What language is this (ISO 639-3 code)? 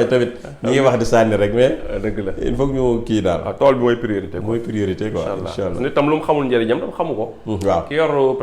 wol